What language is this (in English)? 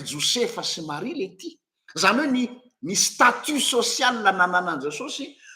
Malagasy